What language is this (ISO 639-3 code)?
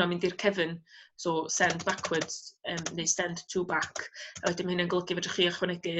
cym